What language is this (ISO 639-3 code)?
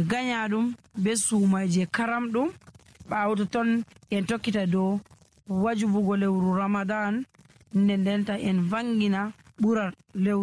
fuv